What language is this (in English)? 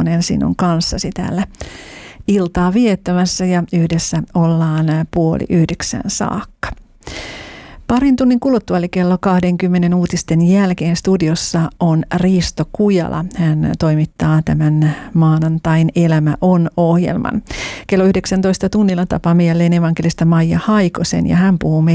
Finnish